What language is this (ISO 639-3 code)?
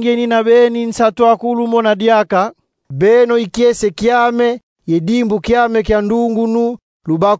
kon